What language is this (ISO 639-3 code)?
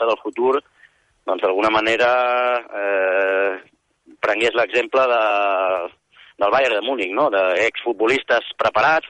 cat